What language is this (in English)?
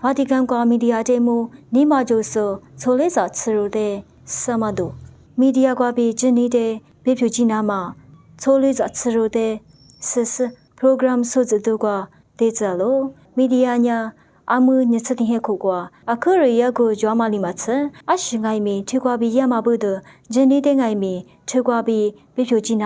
Lisu